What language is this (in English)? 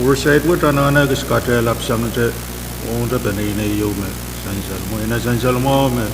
Pohnpeian